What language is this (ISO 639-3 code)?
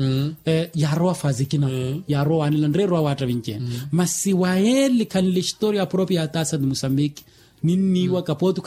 vmw